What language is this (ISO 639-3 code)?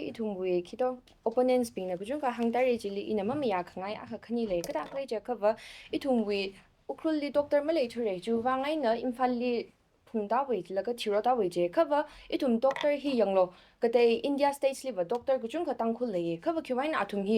nmf